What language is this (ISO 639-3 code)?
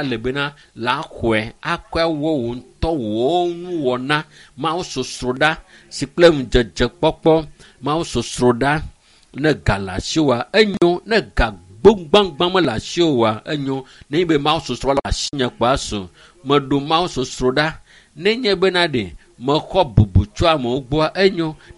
ewe